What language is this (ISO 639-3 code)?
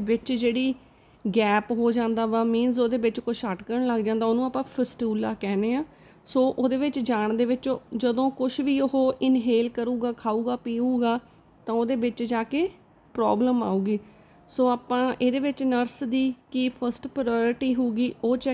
pan